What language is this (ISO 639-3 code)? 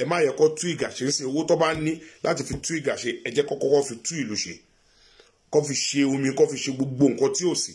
yor